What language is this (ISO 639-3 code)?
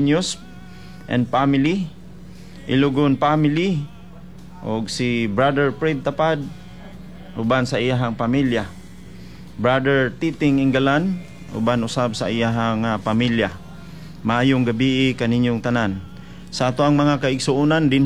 ceb